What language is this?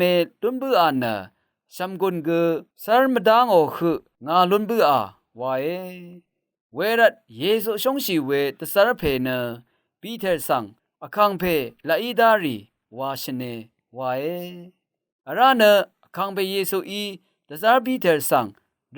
Rawang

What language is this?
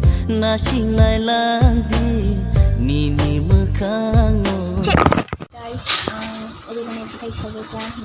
Kok Borok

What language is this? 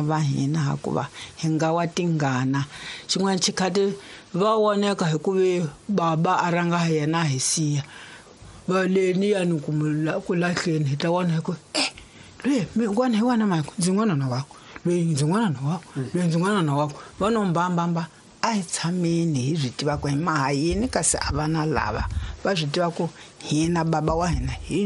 Tsonga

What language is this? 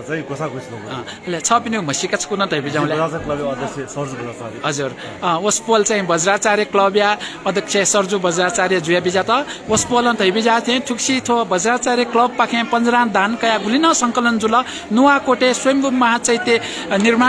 Newari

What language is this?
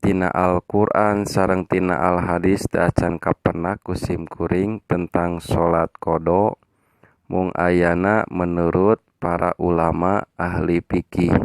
Sundanese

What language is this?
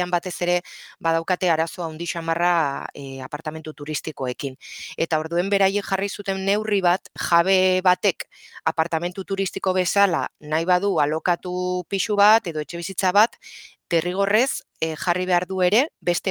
Basque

